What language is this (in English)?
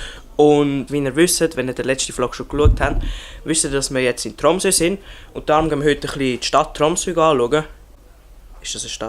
Swiss German